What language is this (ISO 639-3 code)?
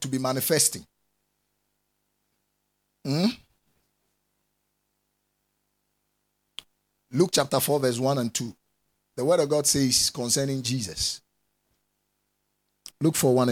eng